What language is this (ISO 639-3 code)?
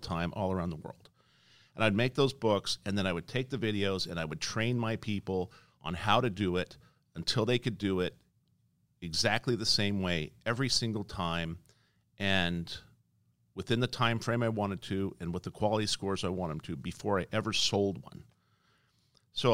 eng